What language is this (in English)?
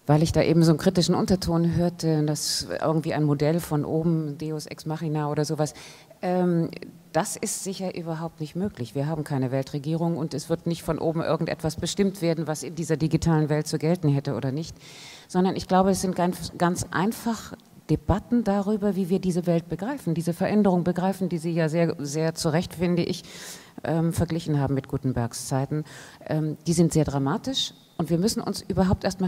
German